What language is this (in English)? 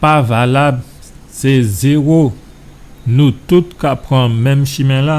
Guadeloupean Creole French